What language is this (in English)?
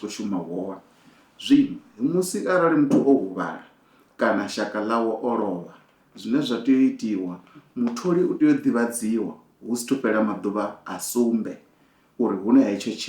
Venda